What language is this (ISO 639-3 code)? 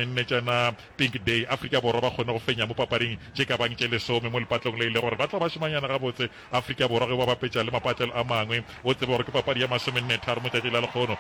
nso